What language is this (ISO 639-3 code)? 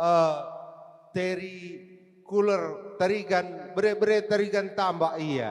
btx